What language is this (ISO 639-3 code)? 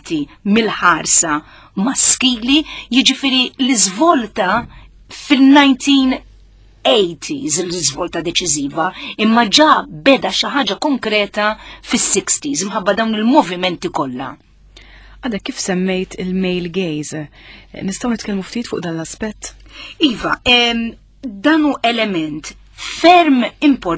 mlt